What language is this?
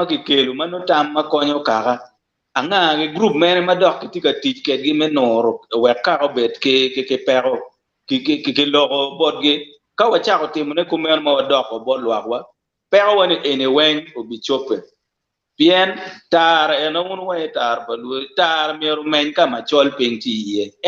Acoli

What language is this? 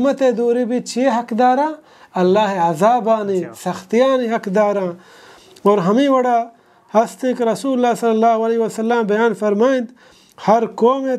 Baluchi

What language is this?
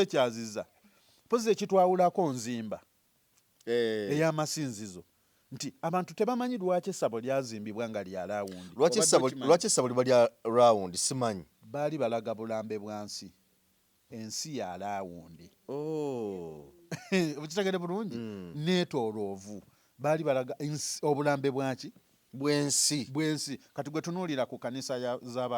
Ganda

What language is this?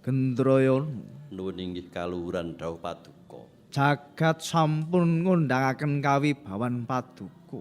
Javanese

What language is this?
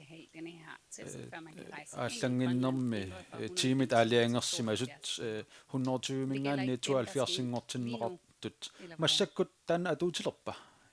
Kalaallisut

